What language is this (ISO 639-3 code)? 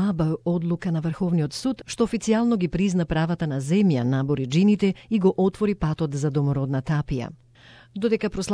mkd